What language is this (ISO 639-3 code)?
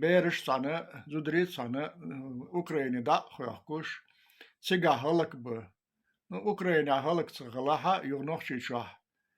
che